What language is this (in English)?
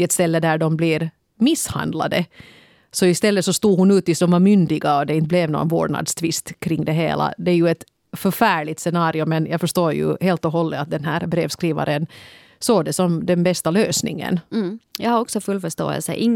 Swedish